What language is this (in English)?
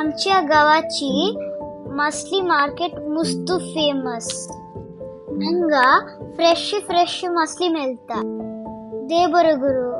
Konkani